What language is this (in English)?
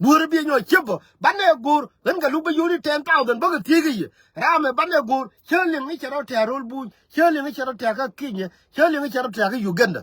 Nuer